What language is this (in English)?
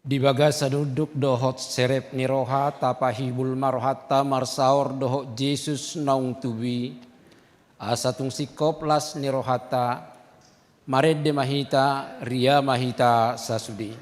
Batak Toba